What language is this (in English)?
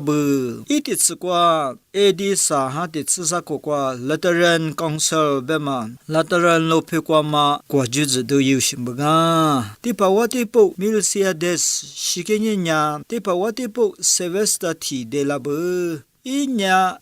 Lisu